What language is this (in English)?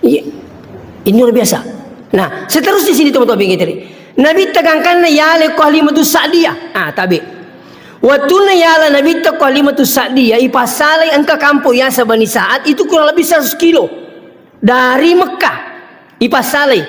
Buginese